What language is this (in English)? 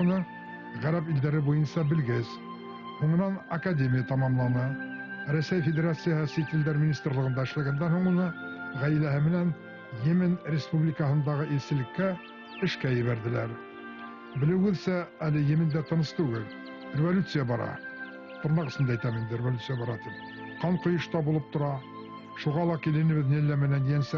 Bashkir